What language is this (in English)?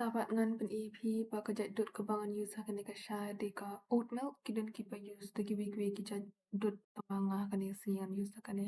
Khasi